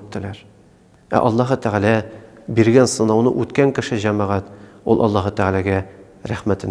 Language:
Tatar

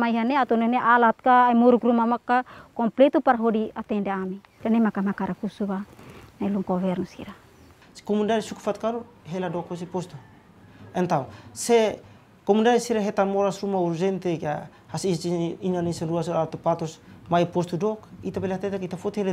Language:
Tetum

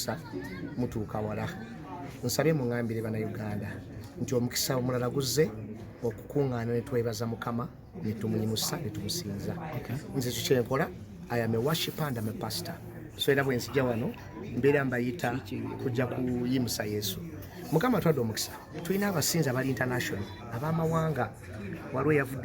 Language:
Ganda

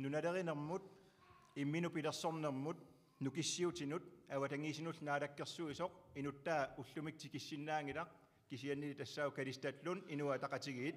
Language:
Kalaallisut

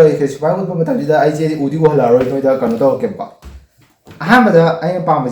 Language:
Manipuri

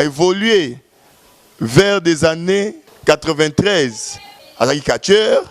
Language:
Lingala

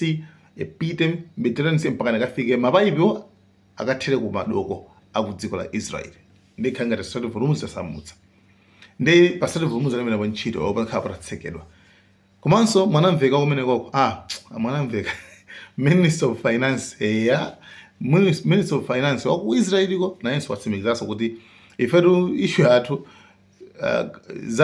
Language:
Nyanja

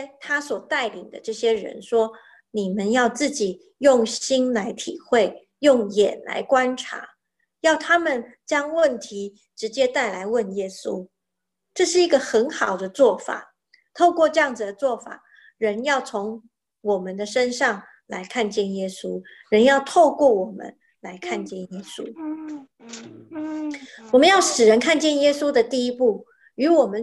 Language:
Chinese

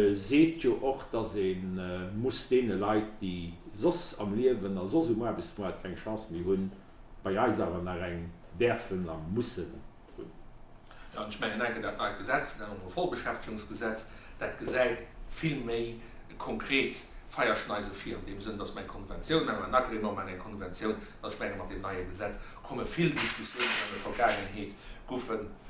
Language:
Luxembourgish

